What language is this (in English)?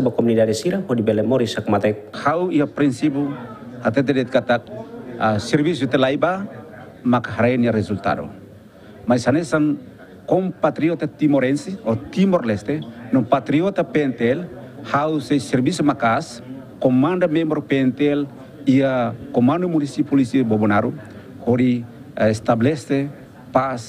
Tetum